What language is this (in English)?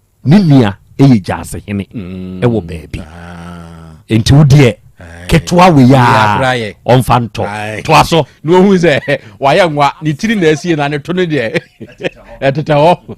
Akan